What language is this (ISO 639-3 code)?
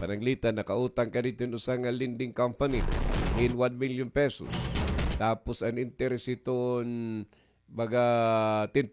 war